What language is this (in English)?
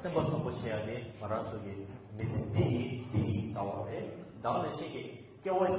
Tibetan